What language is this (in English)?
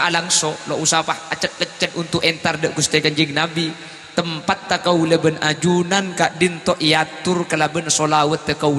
Madurese